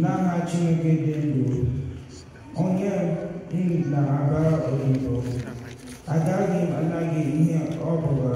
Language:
Igbo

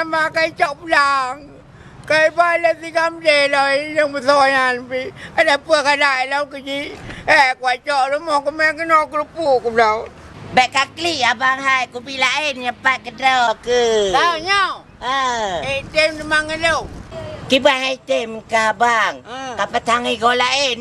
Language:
Achinese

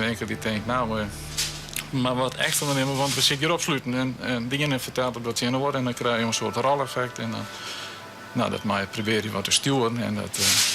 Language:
Western Frisian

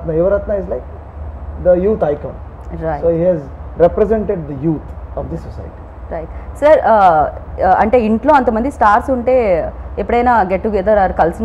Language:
Telugu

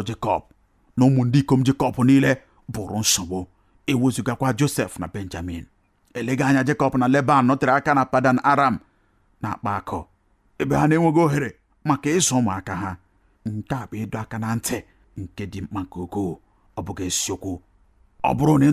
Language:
Igbo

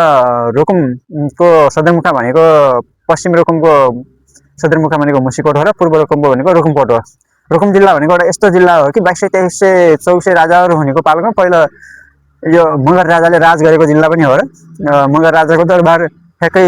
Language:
Nepali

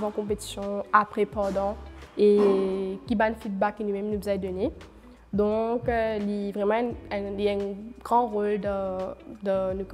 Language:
Morisyen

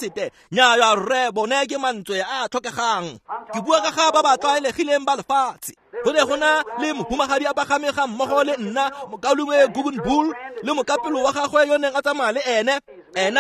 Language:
Tswana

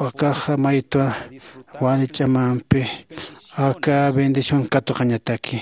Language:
Aymara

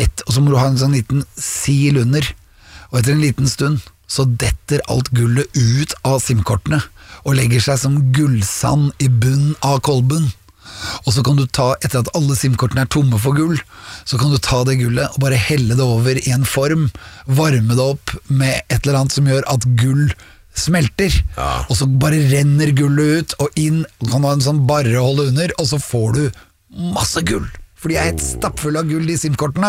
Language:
Norwegian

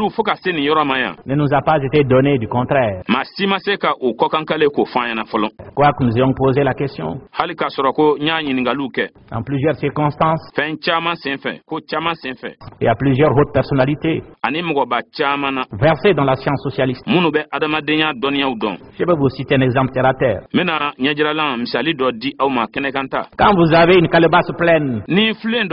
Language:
Bambara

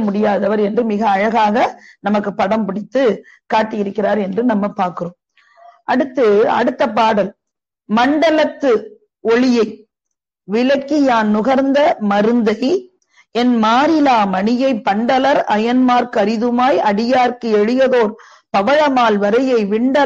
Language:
Tamil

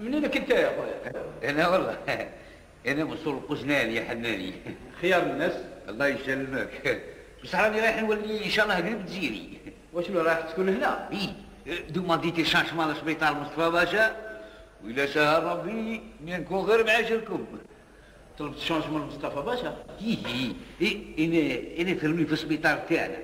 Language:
Algerian Arabic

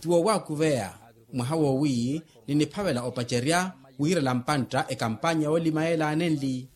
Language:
Makhuwa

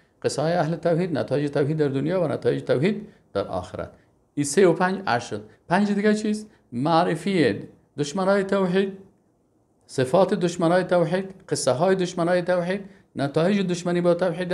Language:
Persian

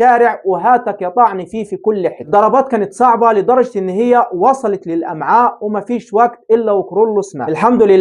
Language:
Egyptian Arabic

